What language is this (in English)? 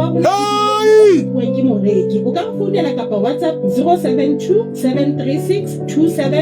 Southern Sotho